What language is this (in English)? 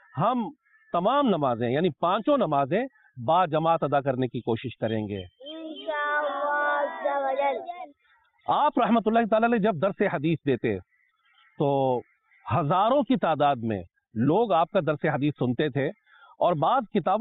Urdu